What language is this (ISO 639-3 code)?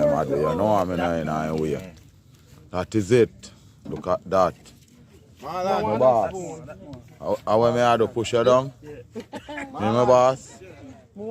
jam